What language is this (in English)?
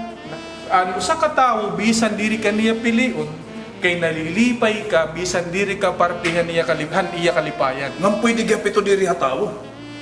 Waray